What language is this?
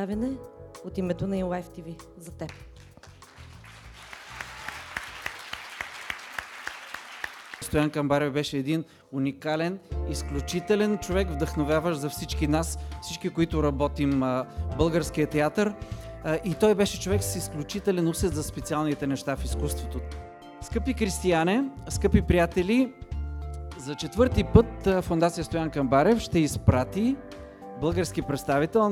Bulgarian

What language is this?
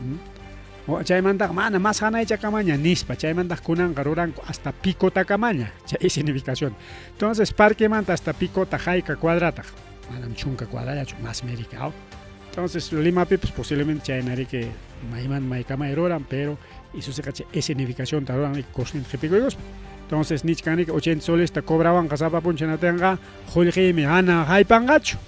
Ayacucho Quechua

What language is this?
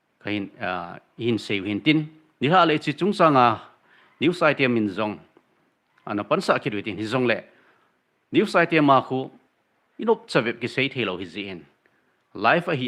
Thado Chin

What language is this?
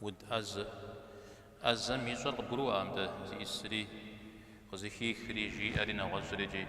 Kabardian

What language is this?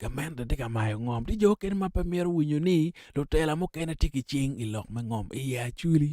Acoli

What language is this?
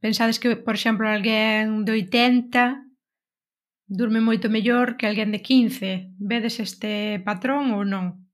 Galician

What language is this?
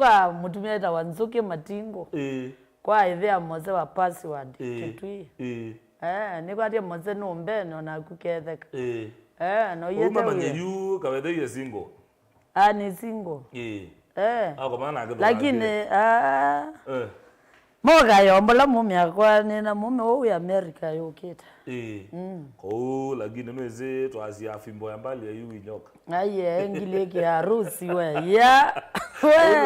Kamba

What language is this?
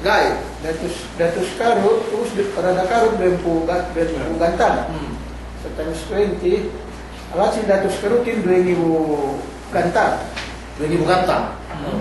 Yakan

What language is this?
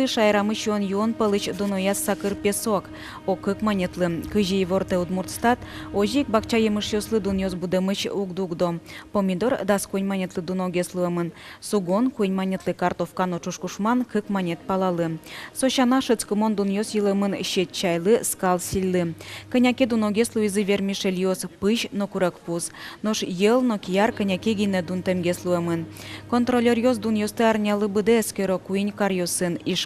Udmurt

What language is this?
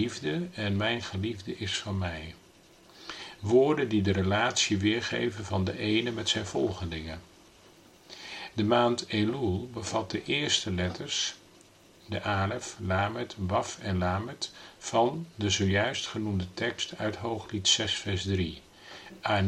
Dutch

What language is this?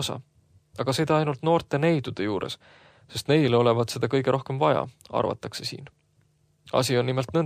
Estonian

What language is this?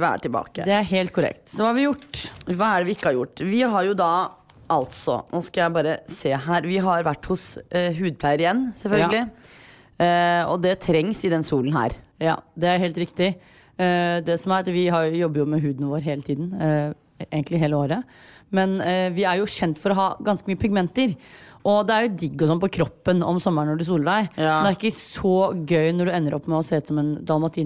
Norwegian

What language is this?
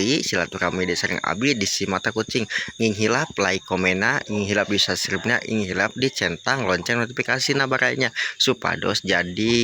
Sundanese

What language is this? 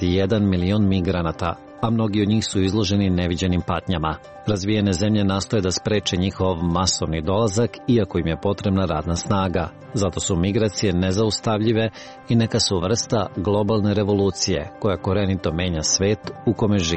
Serbian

